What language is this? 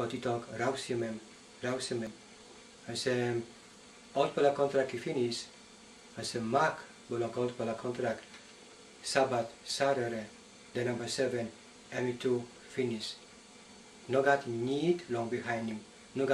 Tok Pisin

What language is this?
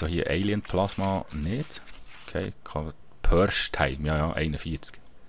Swiss German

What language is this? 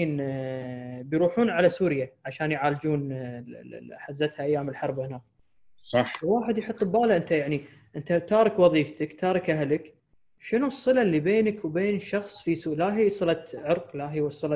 Gulf Arabic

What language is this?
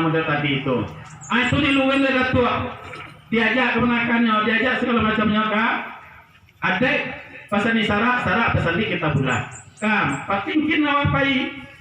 Minangkabau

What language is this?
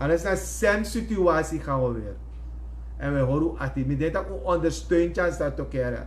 Sranan Tongo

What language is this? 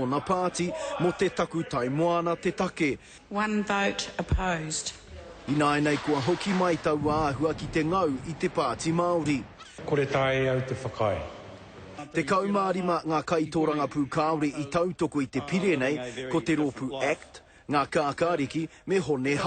Māori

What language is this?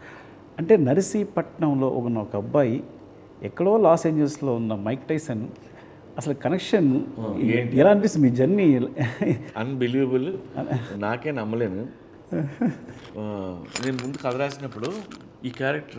Telugu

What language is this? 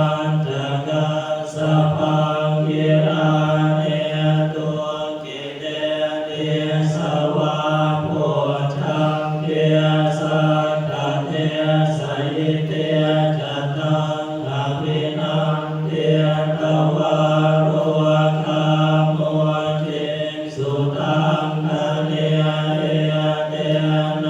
Pali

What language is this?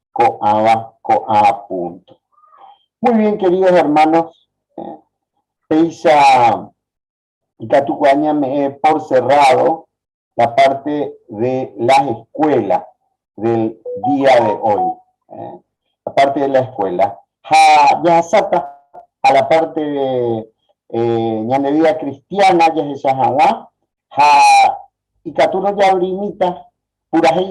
Guarani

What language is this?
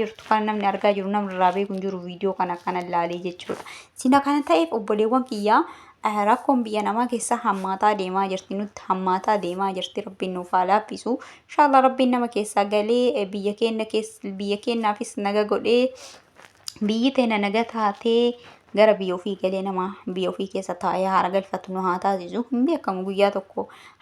Oromo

